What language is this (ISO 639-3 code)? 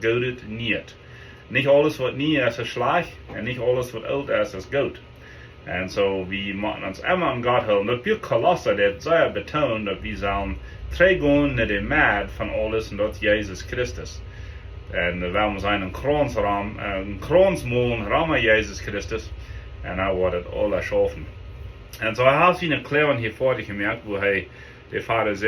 pdt